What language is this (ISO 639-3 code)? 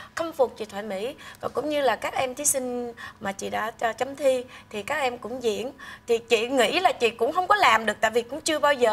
vie